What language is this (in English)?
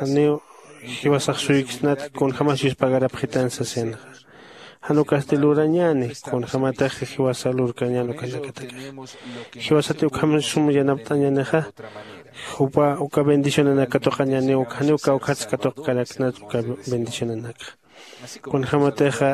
Aymara